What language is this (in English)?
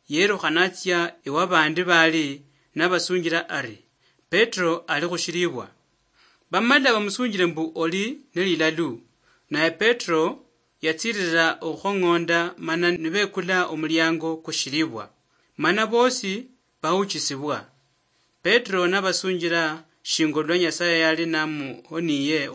Luyia